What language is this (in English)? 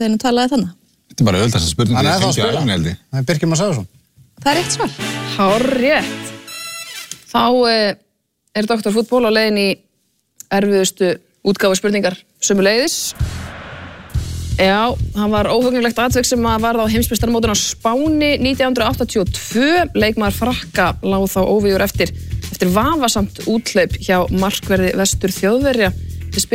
Icelandic